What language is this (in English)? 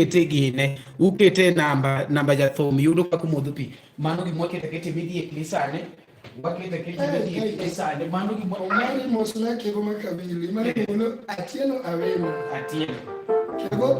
Luo (Kenya and Tanzania)